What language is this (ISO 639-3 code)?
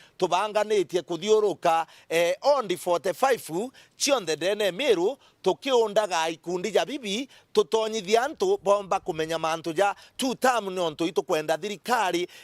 mer